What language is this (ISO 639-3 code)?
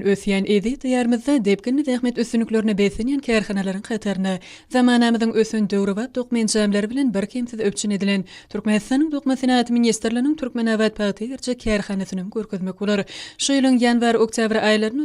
tuk